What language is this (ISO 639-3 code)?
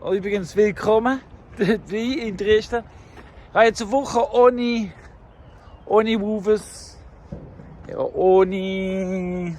gsw